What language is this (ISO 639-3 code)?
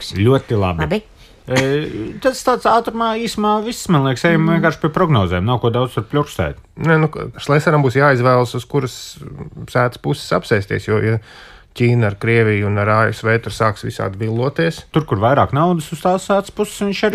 lav